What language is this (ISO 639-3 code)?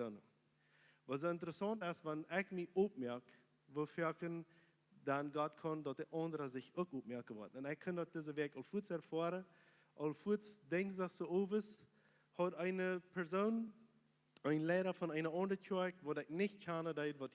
pdt